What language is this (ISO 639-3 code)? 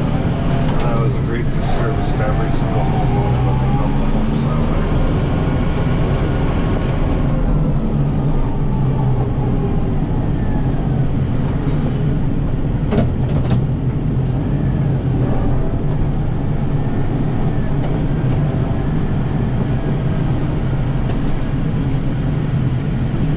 eng